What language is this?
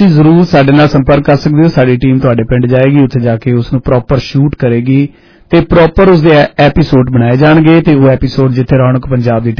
Punjabi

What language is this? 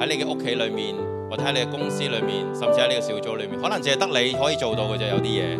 Cantonese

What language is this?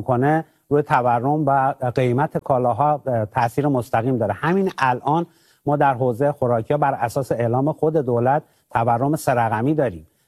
Persian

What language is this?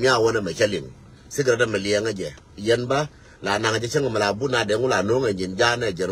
Nuer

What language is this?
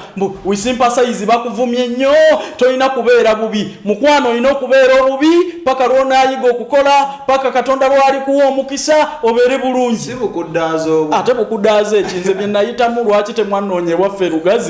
Ganda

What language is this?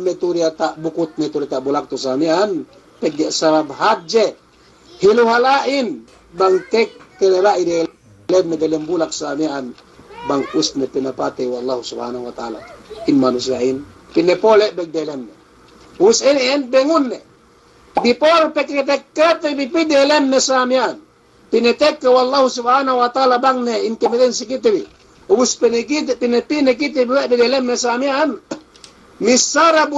Yakan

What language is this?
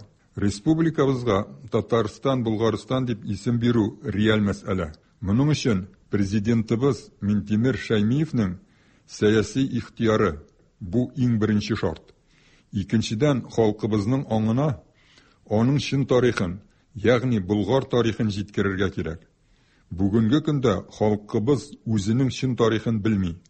Tatar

